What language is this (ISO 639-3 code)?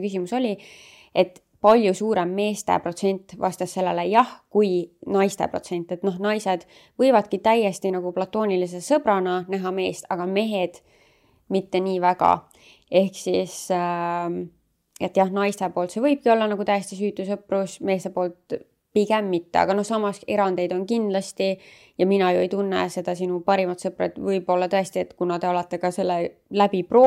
est